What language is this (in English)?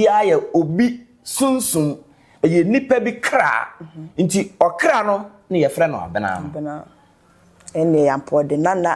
Akan